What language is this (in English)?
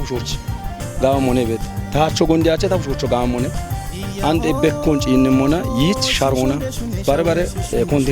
Kafa